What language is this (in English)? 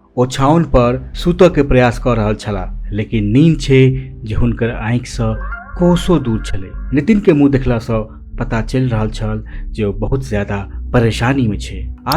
Maithili